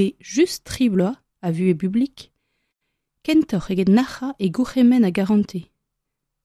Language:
Breton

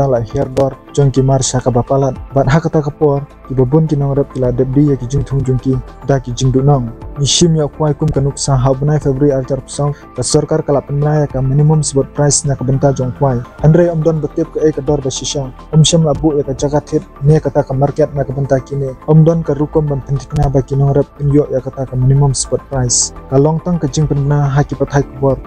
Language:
Khasi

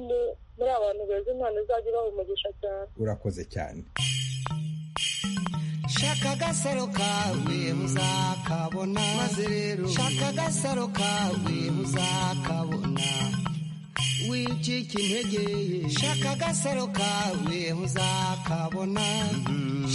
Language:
Kinyarwanda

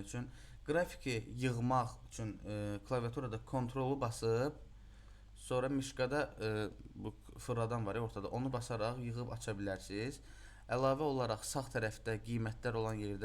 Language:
Azerbaijani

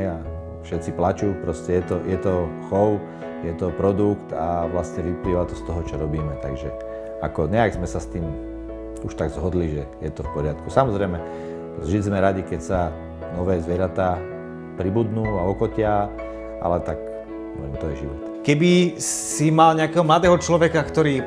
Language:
Slovak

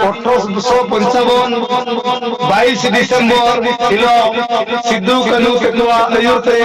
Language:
Santali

